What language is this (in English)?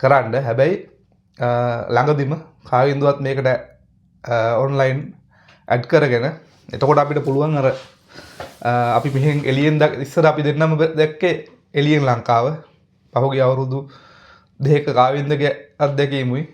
Sinhala